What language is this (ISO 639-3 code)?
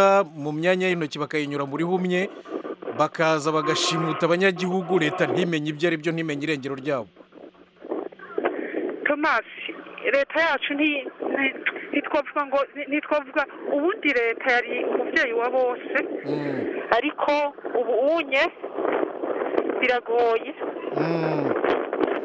kin